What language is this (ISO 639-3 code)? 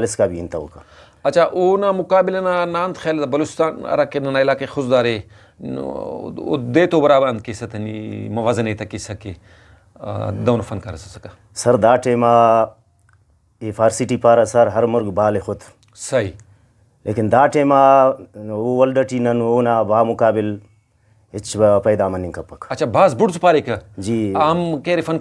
brh